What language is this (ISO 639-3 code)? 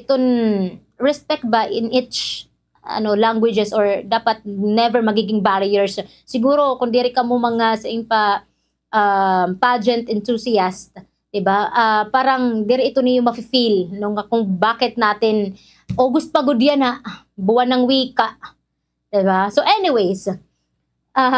war